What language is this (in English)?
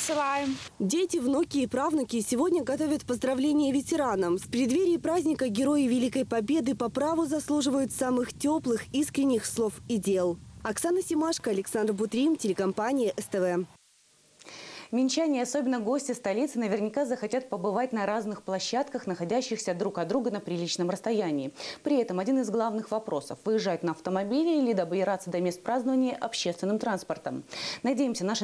Russian